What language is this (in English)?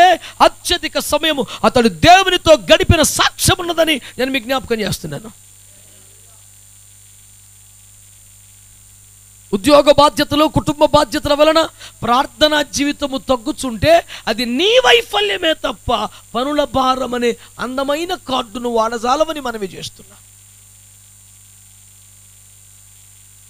Telugu